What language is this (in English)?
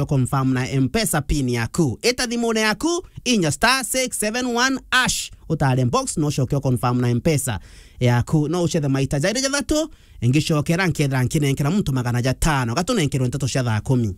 Meru